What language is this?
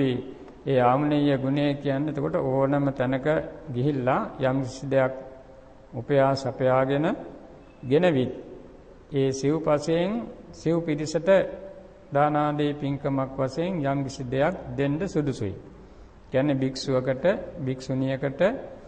Sinhala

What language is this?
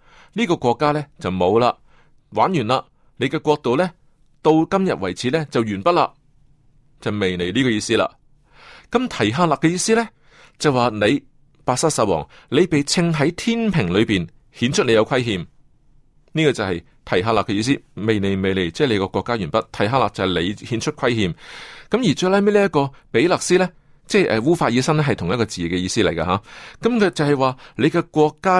Cantonese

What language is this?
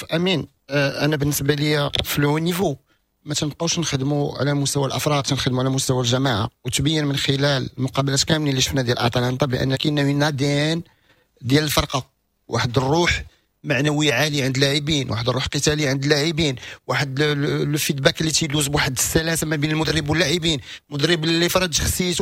Moroccan Arabic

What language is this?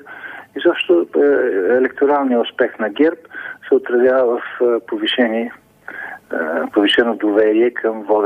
Bulgarian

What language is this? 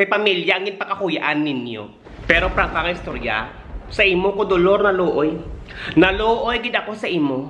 Hiligaynon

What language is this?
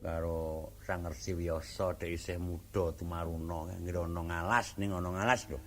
Javanese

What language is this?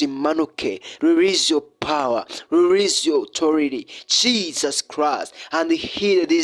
Kinyarwanda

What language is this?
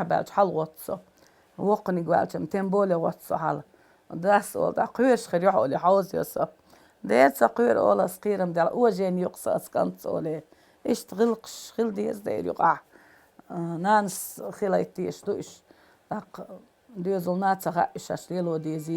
Chechen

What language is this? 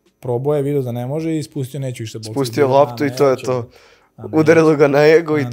Serbian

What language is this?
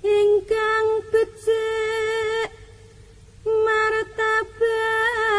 Javanese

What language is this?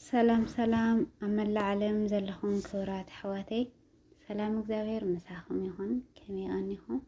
Tigrinya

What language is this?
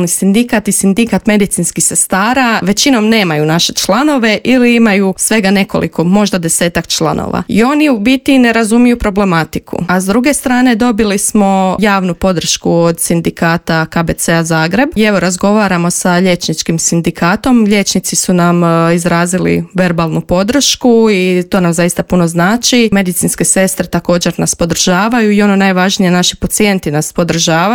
Croatian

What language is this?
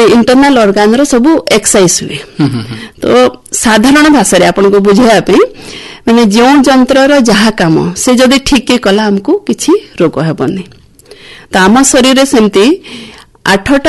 Odia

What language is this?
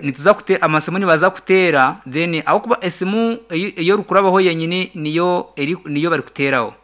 Nyankole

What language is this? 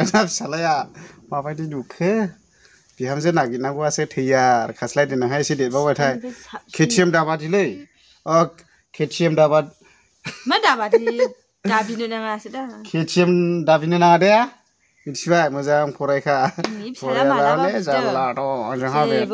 Bodo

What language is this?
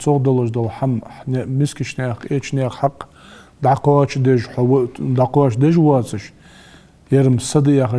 Ingush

